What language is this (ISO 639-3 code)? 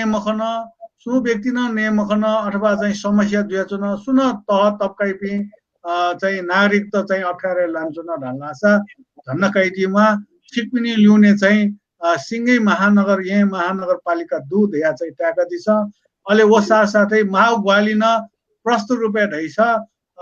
new